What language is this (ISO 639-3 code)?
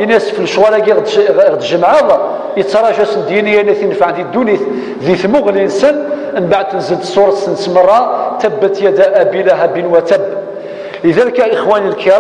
kab